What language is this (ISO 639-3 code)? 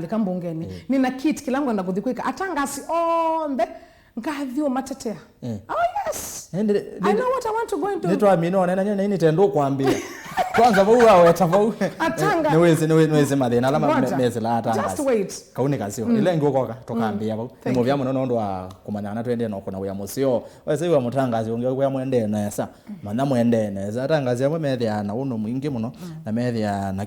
kam